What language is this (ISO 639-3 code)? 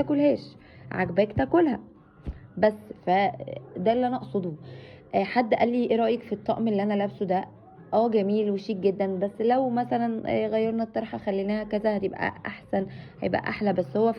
arz